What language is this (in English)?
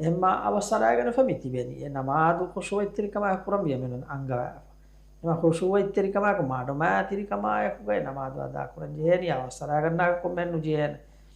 Divehi